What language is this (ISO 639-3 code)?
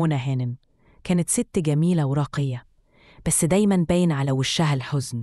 arz